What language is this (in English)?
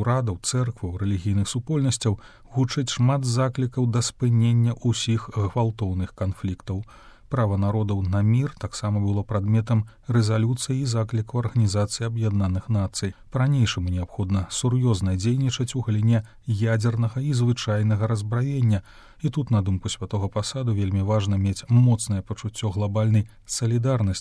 Belarusian